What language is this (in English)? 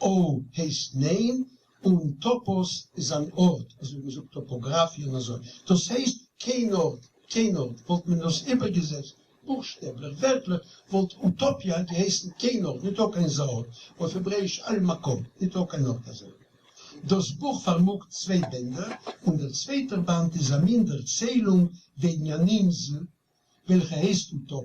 Yiddish